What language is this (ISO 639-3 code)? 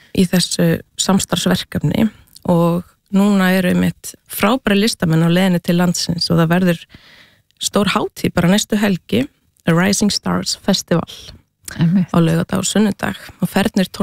isl